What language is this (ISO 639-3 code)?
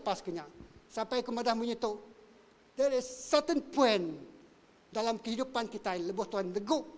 iba